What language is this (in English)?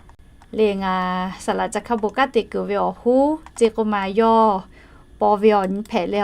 Lahu